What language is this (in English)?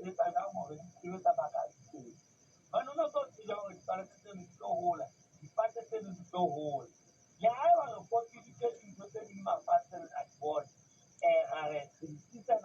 Southern Sotho